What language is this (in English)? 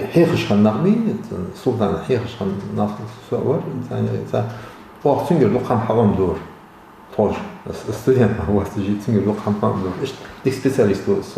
Ingush